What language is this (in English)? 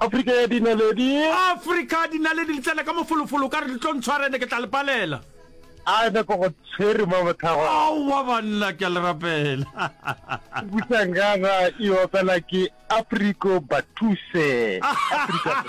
Northern Sotho